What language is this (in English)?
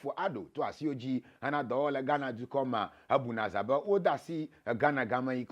Ewe